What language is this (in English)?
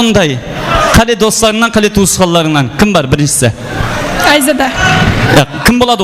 Kara-Kalpak